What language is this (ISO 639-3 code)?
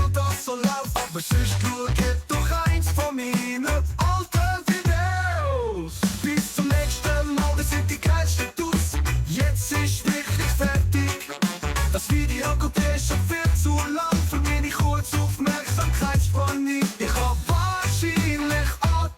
gsw